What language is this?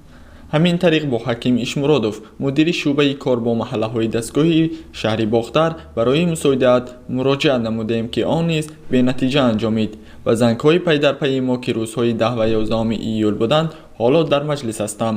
Tajik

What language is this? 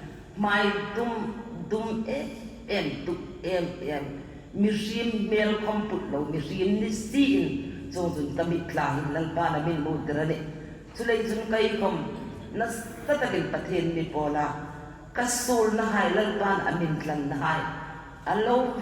Hmar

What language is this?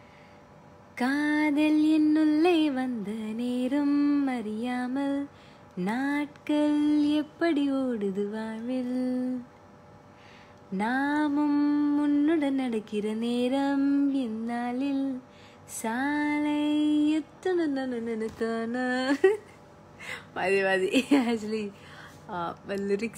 Malayalam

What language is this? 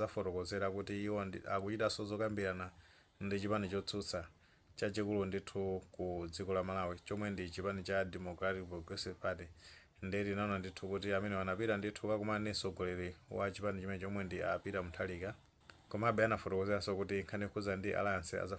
Nyanja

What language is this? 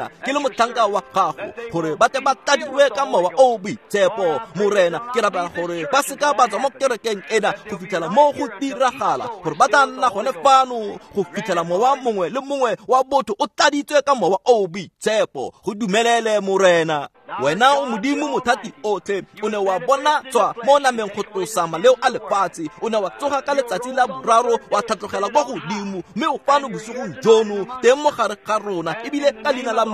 Tswana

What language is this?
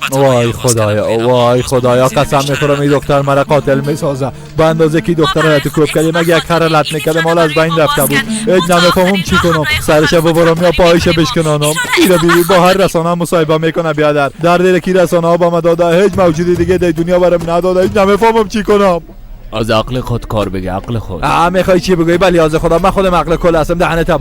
Persian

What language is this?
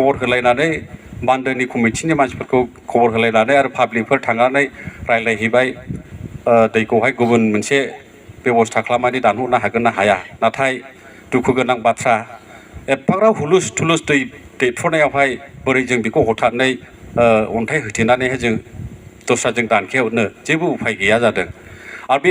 Bodo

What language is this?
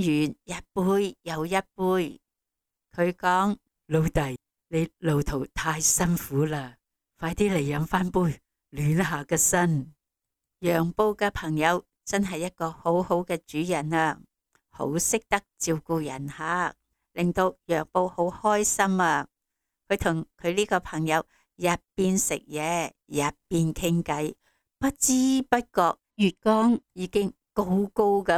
Cantonese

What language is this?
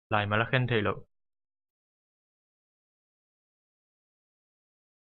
Tedim Chin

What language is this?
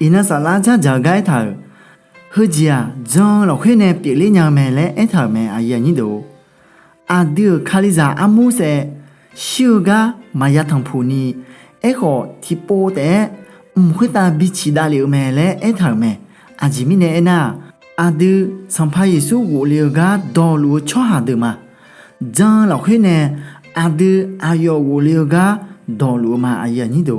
Akha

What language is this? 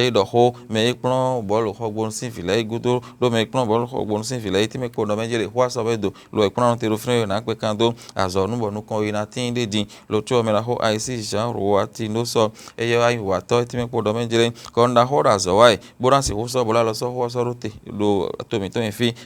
Fon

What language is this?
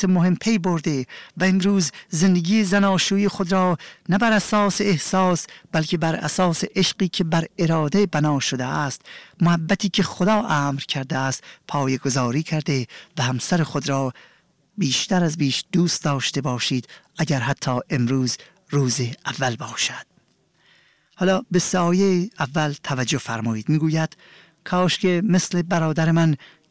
Persian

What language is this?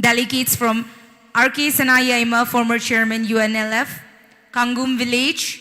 Tangkhul Naga (India)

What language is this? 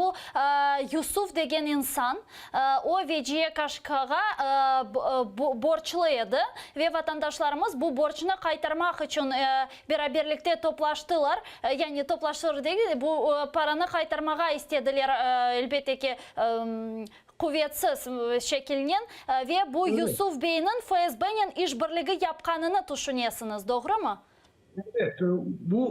Crimean Tatar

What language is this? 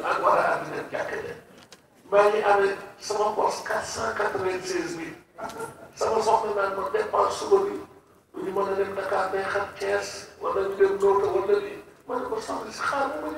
Wolof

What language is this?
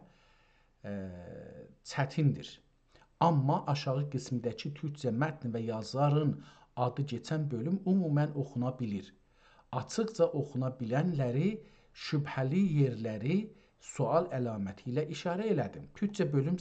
South Azerbaijani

